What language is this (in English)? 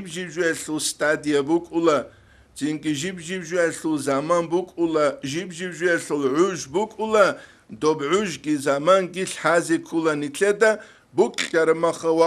Avaric